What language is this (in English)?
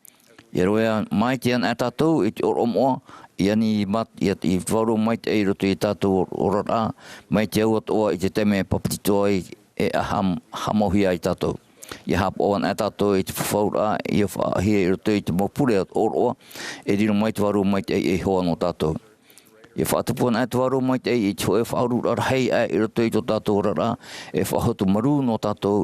Tahitian